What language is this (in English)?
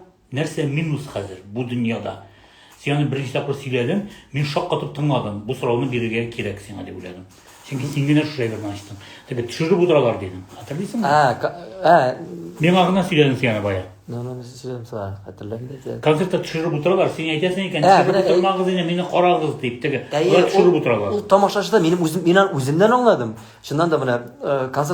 Tatar